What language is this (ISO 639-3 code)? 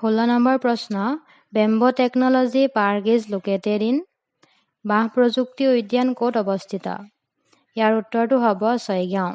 asm